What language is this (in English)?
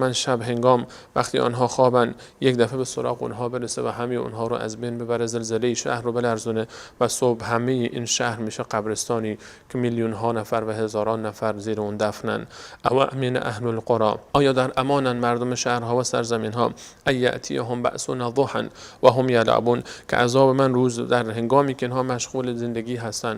Persian